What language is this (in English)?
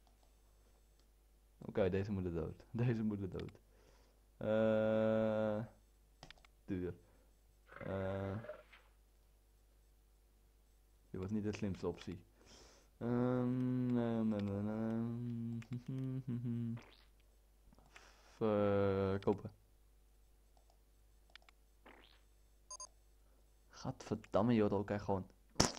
Dutch